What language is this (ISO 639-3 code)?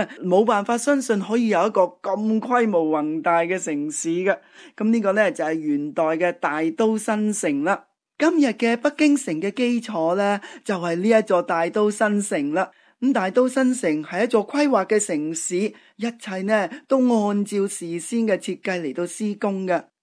yue